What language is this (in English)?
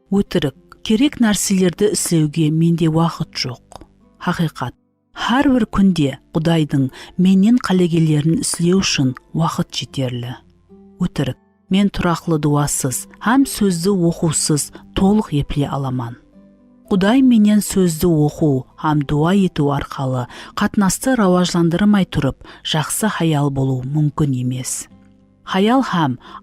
Kara-Kalpak